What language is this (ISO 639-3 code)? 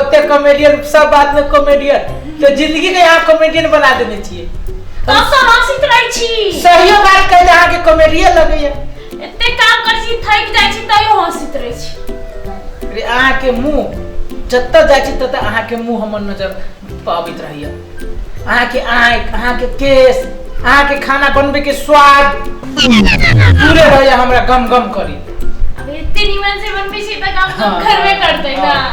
mai